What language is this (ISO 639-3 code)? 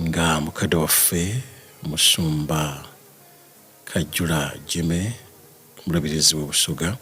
lug